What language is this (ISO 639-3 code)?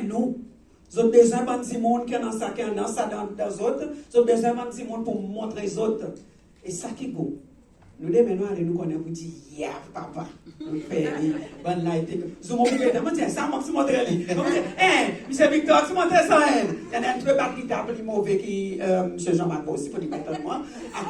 crs